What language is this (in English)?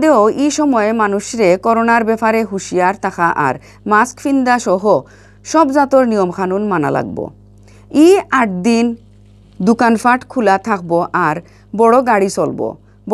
Sylheti